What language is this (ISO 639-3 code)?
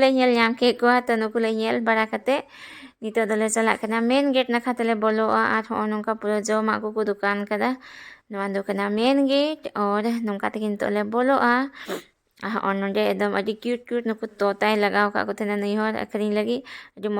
sat